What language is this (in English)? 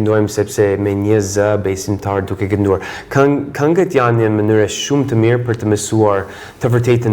Albanian